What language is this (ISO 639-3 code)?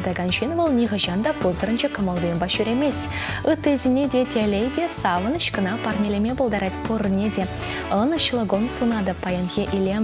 chv